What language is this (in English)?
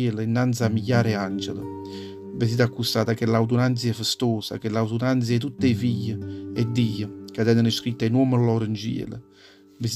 Neapolitan